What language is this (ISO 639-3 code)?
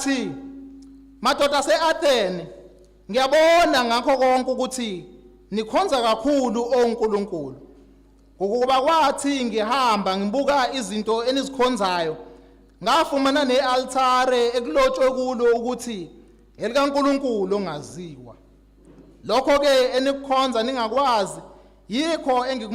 zul